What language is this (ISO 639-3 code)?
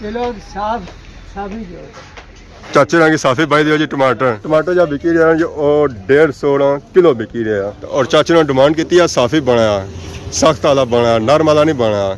phr